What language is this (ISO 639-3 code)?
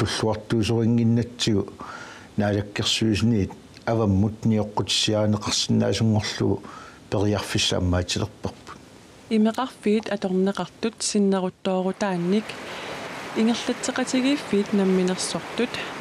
kal